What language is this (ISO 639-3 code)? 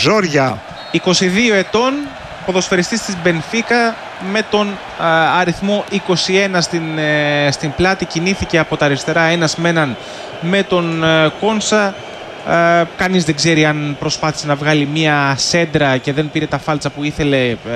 ell